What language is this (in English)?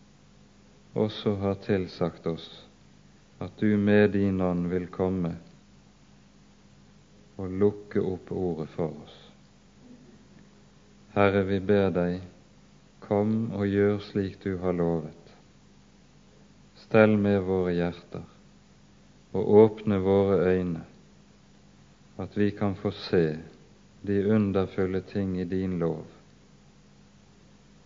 Norwegian